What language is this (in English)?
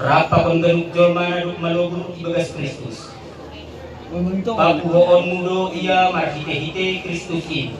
Batak Simalungun